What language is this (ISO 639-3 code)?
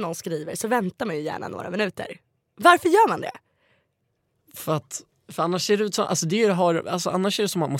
swe